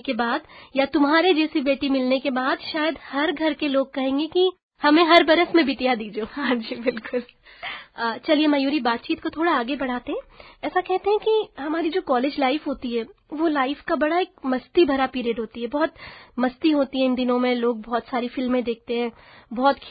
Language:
Hindi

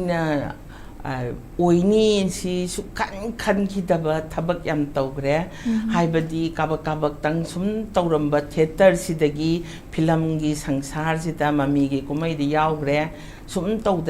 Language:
Manipuri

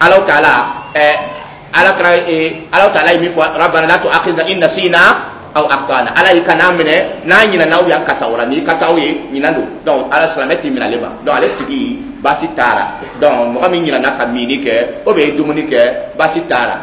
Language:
Dyula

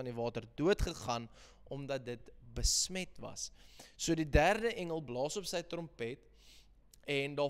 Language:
Afrikaans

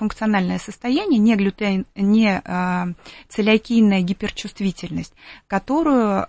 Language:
Russian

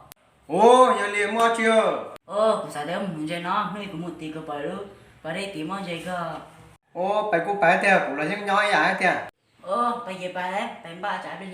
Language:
Hmong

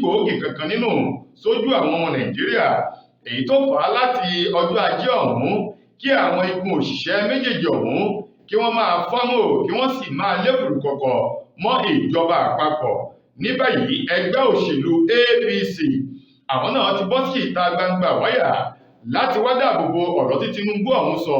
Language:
Yoruba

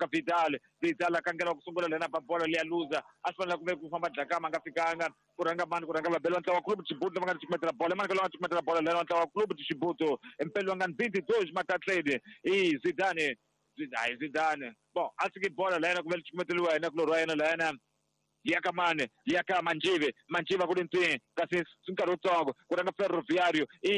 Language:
Tsonga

